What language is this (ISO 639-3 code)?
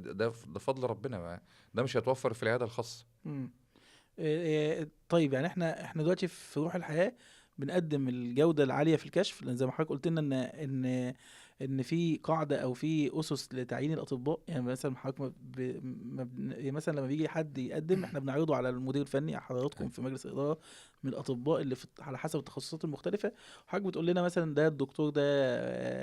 arz